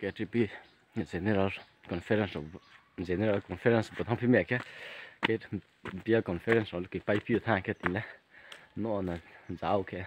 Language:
Riang (India)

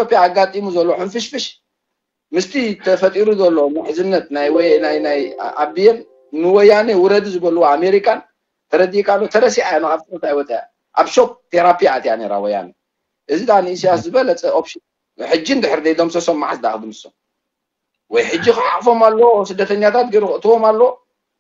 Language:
Tigrinya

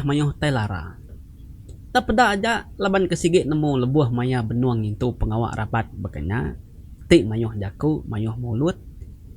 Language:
Iban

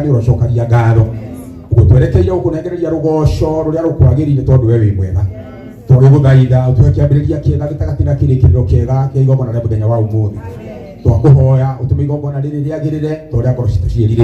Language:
Kikuyu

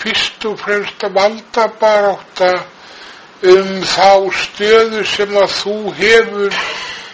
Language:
Icelandic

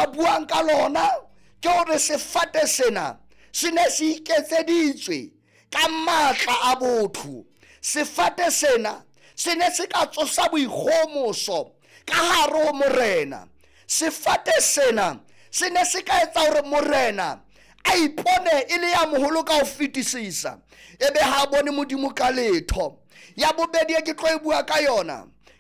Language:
Southern Sotho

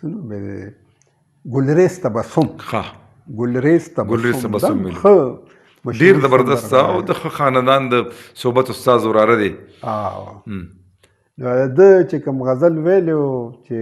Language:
Pashto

